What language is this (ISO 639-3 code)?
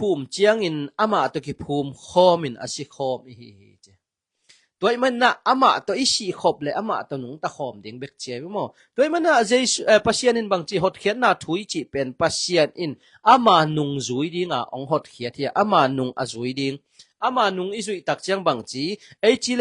ctd